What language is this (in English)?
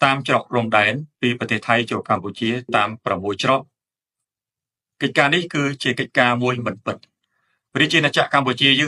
Khmer